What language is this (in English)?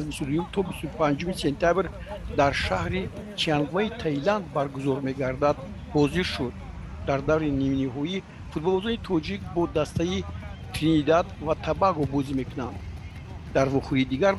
Tajik